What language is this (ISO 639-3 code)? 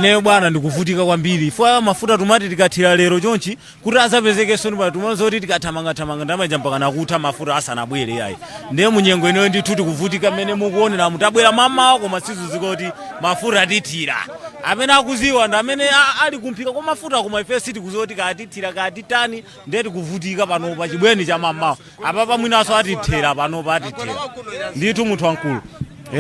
nya